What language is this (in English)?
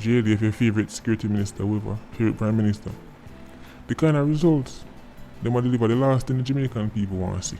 Jamaican Creole English